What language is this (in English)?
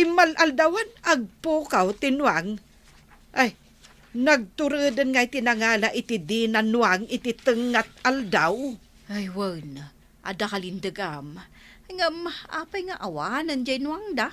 Iloko